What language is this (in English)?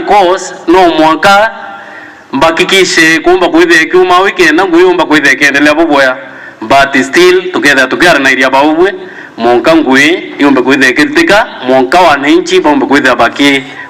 Meru